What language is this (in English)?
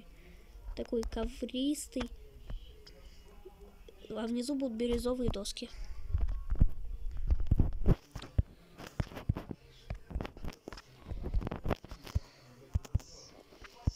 Russian